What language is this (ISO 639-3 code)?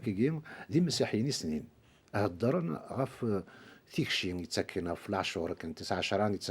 kab